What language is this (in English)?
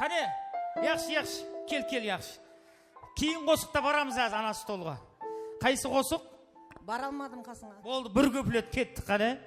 Kara-Kalpak